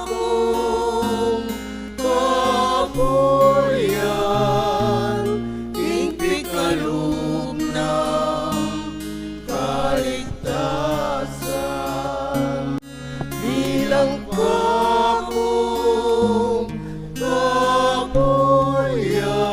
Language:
Pampanga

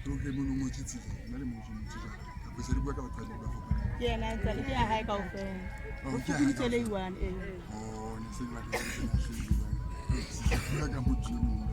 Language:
Southern Sotho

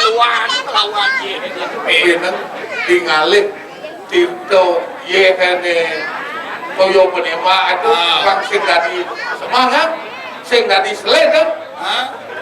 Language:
Balinese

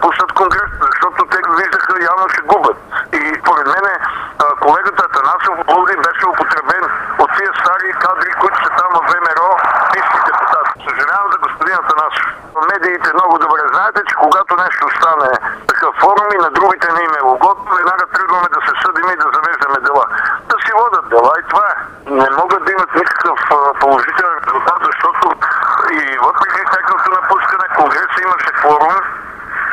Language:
Bulgarian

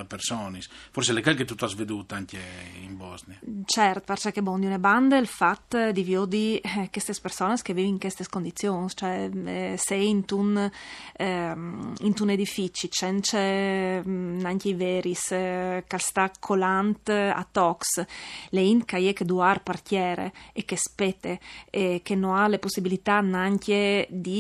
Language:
Friulian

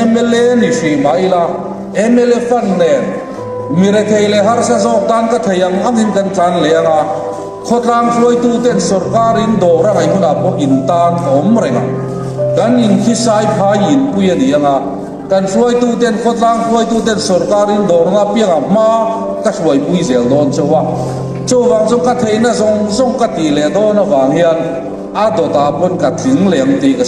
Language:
Hmar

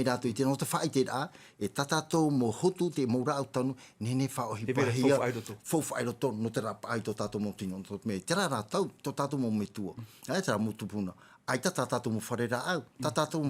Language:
Tahitian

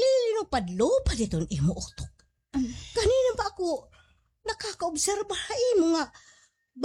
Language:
Waray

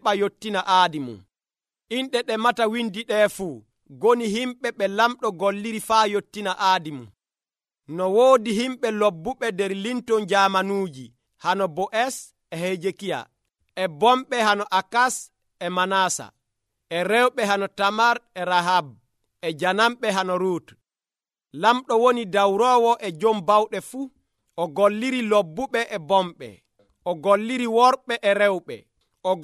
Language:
Nigerian Fulfulde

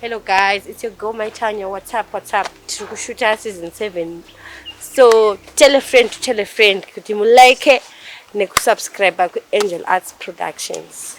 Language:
Shona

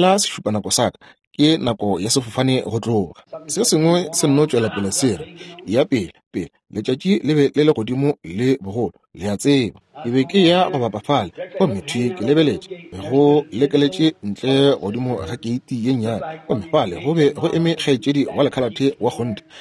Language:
Northern Sotho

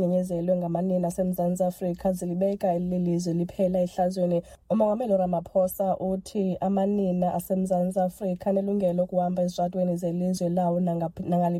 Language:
Xhosa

